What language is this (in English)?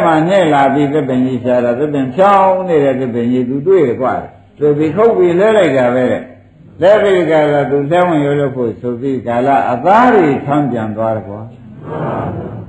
Burmese